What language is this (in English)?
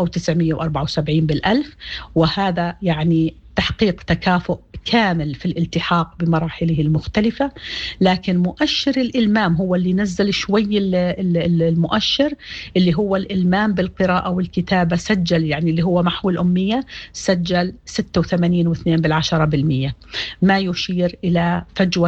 Sudanese Arabic